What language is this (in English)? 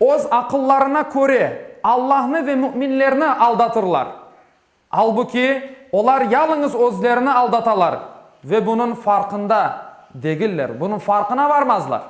Crimean Tatar